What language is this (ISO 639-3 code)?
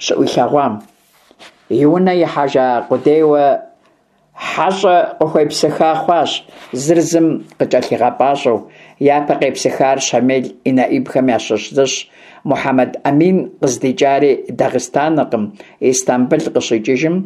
kbd